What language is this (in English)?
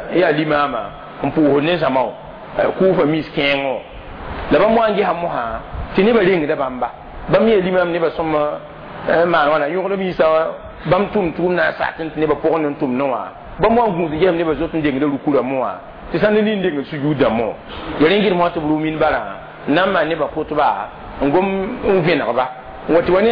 Mossi